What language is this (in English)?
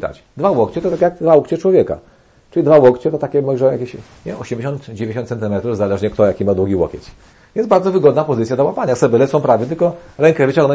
Polish